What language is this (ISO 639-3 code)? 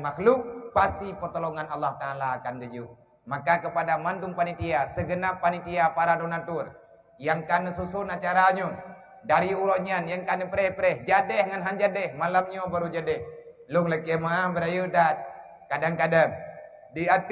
ace